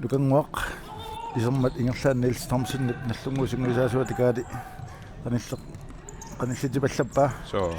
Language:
Kalaallisut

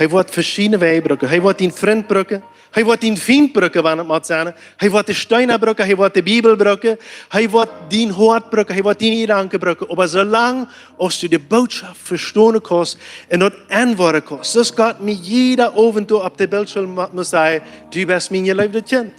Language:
Plautdietsch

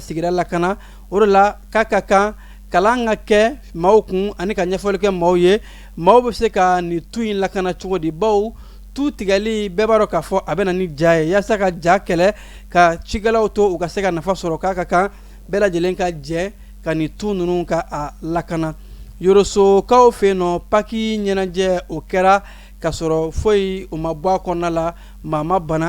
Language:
Bambara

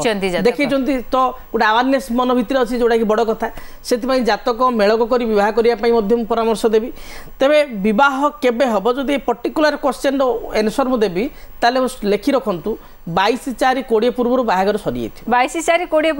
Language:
Odia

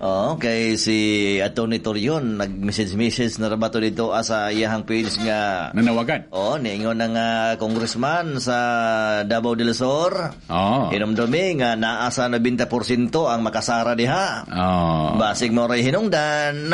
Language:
Cebuano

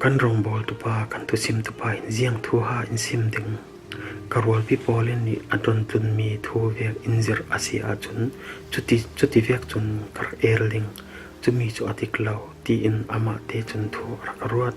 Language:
Falam Chin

